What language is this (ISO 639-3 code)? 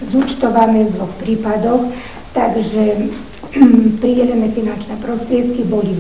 slk